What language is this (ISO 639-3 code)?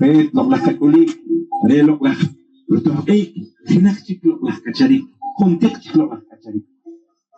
poh